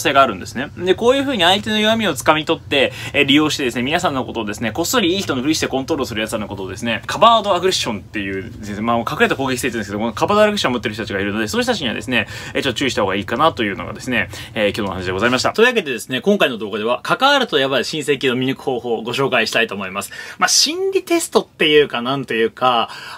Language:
Japanese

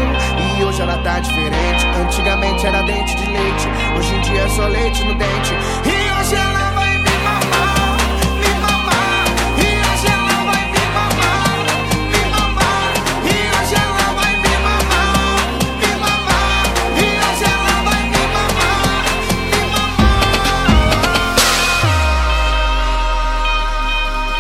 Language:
Portuguese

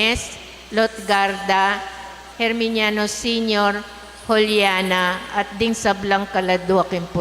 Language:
Pampanga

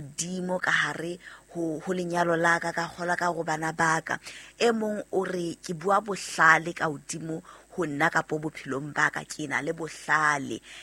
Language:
Southern Sotho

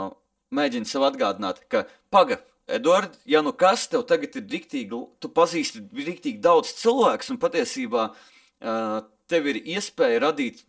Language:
Latvian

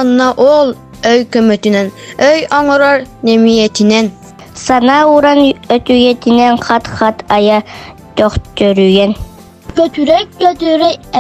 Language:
Yakut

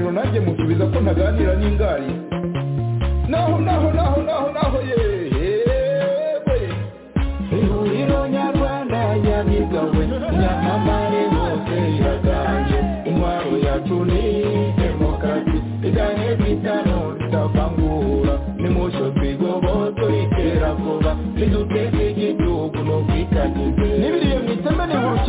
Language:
Kinyarwanda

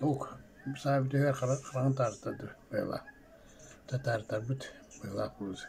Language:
Yakut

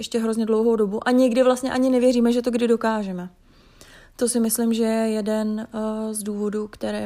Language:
Czech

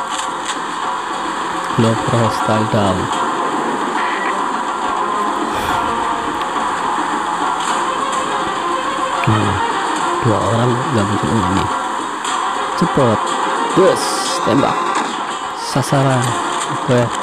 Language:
Indonesian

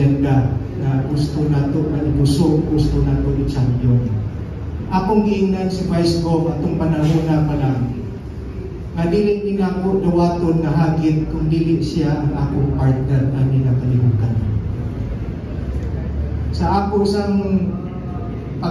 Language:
Cebuano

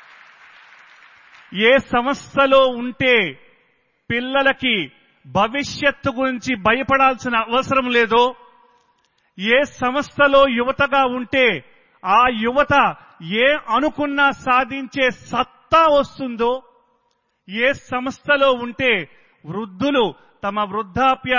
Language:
Telugu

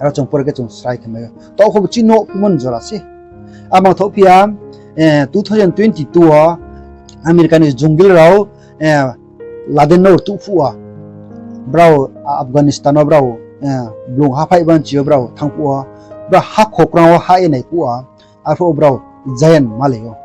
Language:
Riang (India)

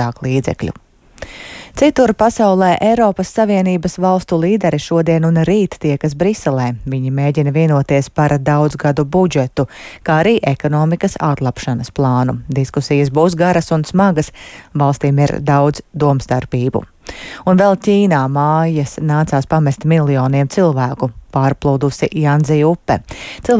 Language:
Latvian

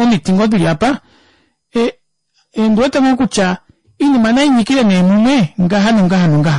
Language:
Kuanyama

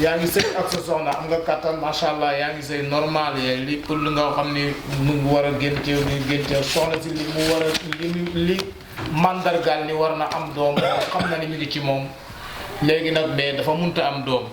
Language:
Wolof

